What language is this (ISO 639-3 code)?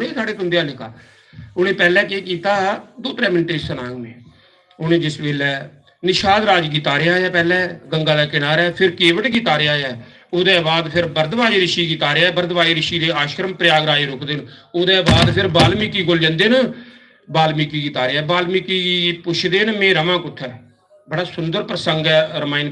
doi